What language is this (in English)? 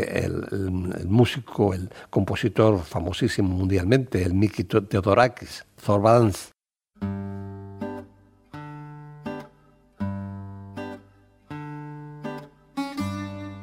Spanish